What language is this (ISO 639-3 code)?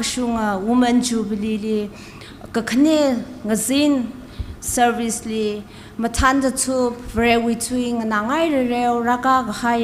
nmf